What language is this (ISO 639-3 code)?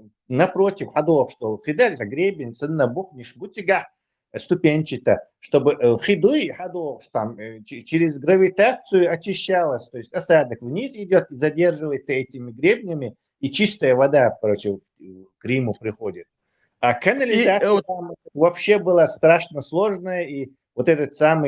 che